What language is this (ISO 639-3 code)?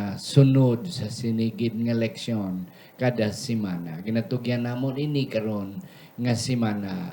hil